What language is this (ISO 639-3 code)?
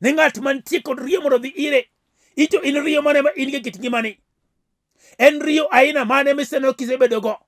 luo